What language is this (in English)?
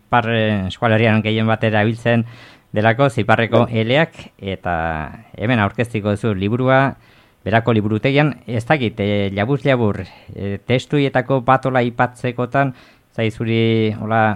Basque